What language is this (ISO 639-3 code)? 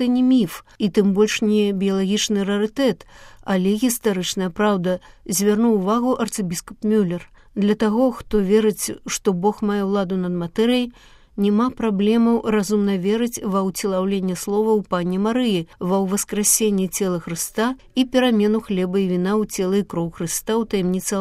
bel